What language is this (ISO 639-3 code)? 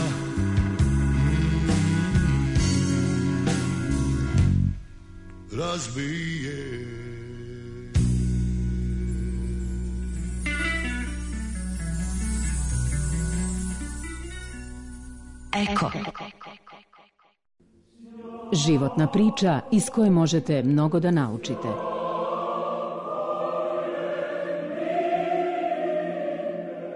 srp